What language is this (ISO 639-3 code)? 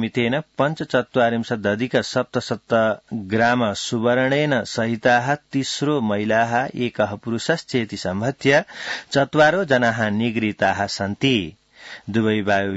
san